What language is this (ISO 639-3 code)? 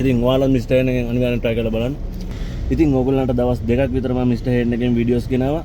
sin